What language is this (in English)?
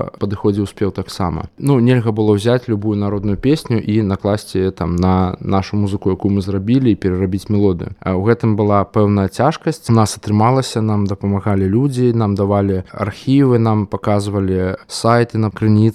Belarusian